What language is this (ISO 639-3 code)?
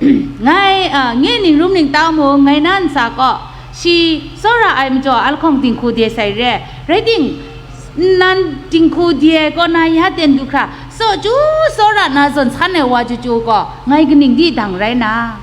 kac